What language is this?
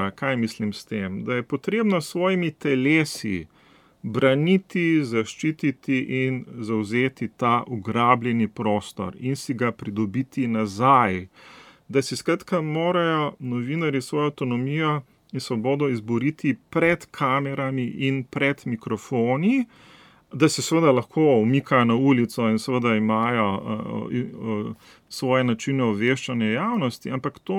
Slovenian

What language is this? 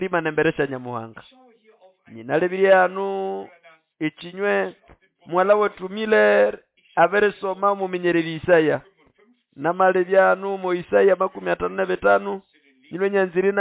Nande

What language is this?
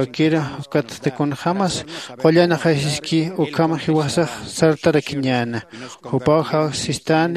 Aymara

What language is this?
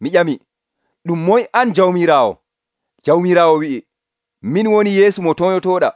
Nigerian Fulfulde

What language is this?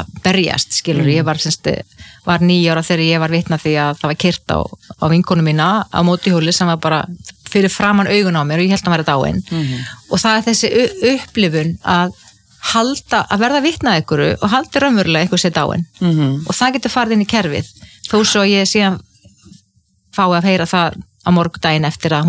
Icelandic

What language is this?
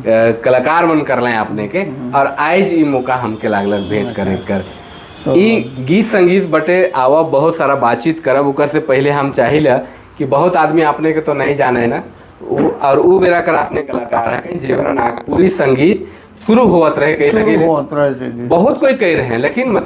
Sadri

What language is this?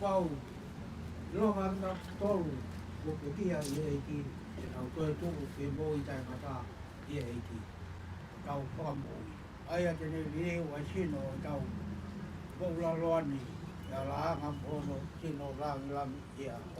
Tongan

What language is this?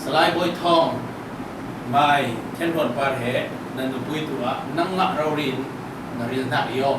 Falam Chin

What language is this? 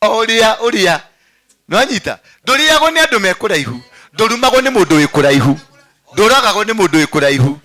Kikuyu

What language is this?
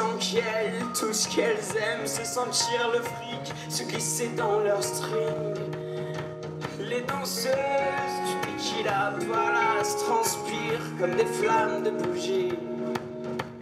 French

